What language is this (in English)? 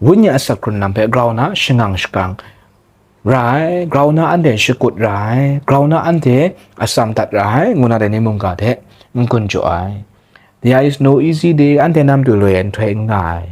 Kachin